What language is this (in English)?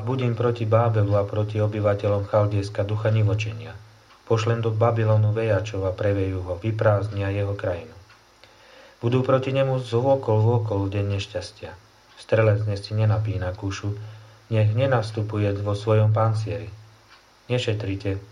Slovak